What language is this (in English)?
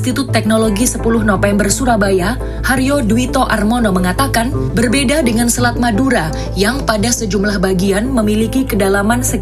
Indonesian